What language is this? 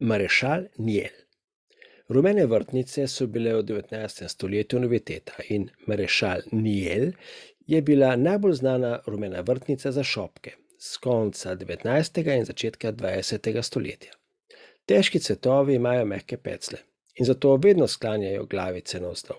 Slovenian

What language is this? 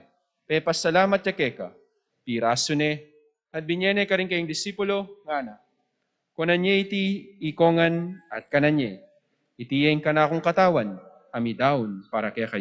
Pampanga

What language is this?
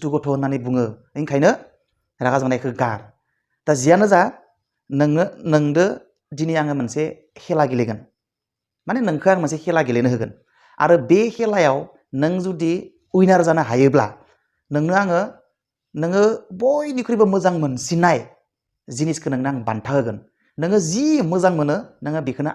Bodo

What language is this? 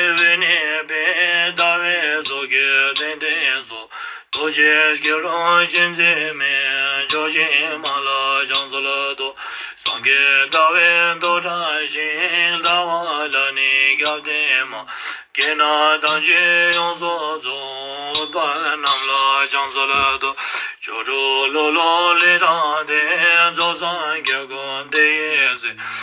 Ladakhi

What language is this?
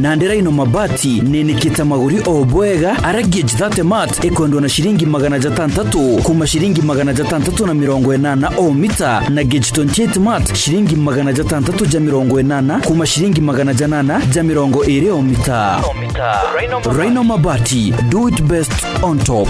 Meru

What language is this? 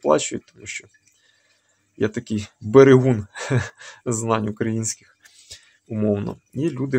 Ukrainian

